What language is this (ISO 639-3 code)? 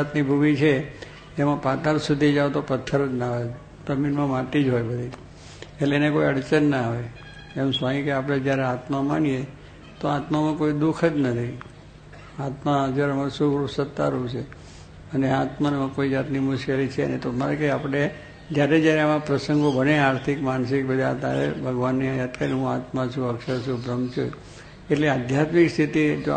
guj